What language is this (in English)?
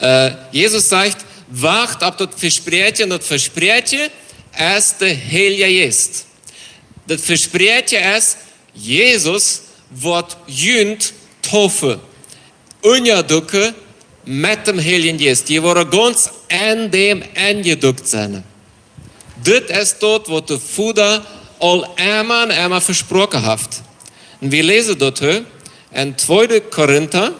Plautdietsch